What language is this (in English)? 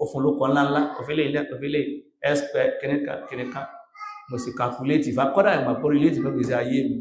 Yoruba